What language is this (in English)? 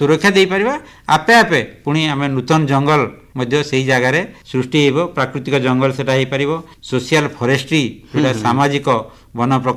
Odia